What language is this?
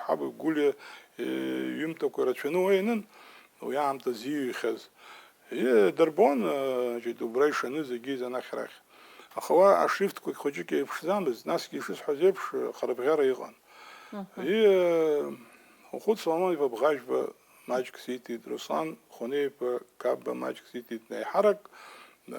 Abkhazian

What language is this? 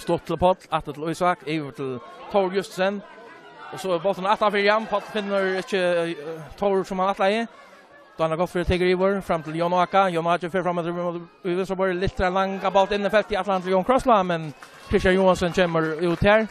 Faroese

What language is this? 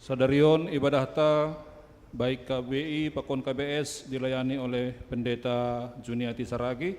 Batak Simalungun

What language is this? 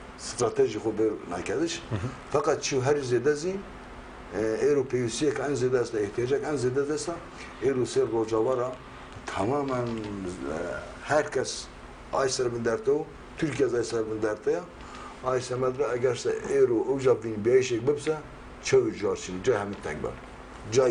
Zaza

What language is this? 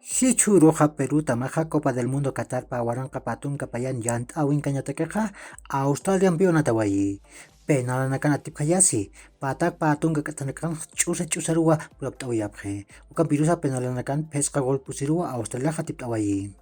Aymara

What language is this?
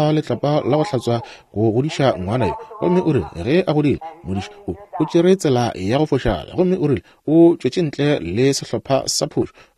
Northern Sotho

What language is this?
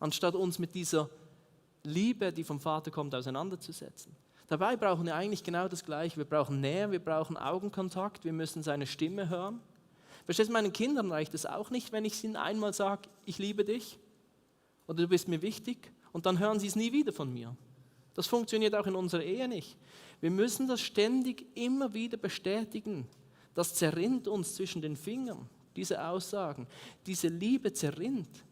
Swiss German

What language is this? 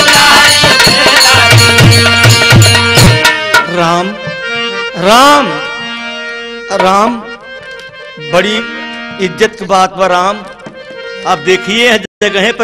Bhojpuri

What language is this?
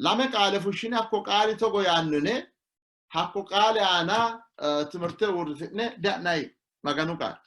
Sidamo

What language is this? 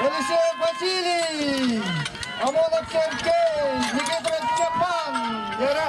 Yakut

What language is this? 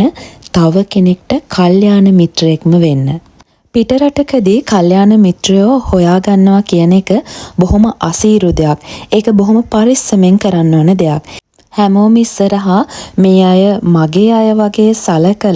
Sinhala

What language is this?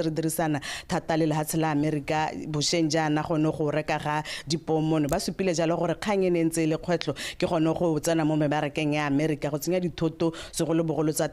Tswana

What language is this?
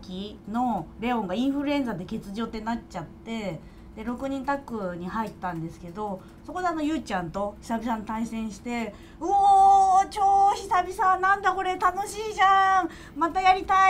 Japanese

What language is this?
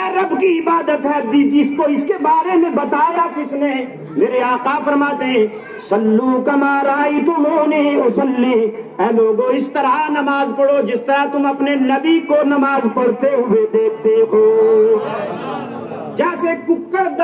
Urdu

